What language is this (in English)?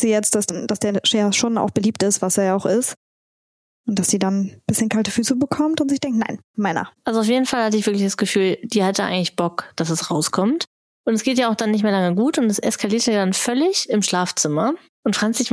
German